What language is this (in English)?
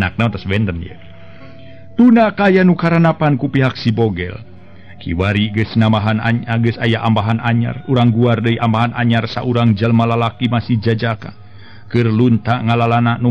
Sundanese